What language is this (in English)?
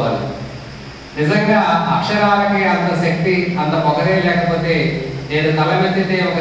Telugu